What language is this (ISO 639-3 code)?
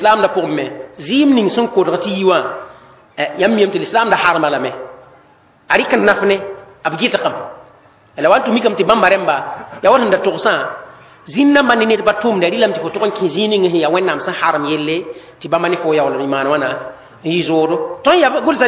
mos